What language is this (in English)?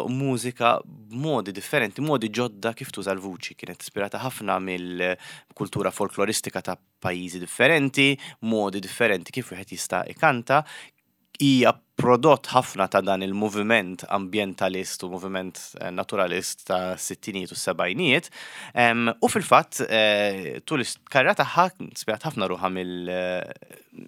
Maltese